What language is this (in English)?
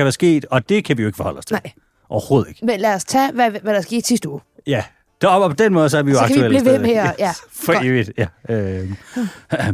Danish